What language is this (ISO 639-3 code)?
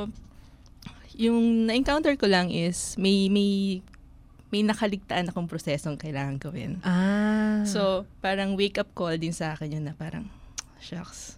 fil